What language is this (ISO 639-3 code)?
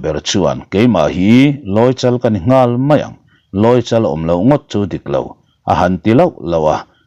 lus